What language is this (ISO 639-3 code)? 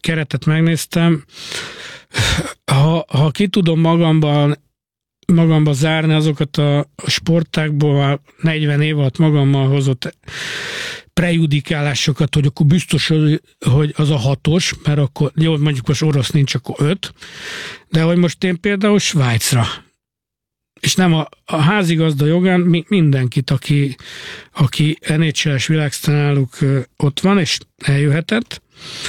hun